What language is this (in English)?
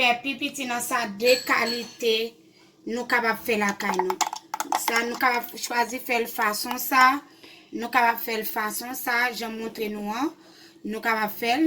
Haitian Creole